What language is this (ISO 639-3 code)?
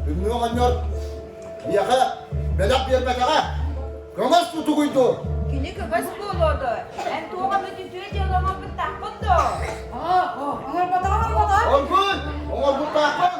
sah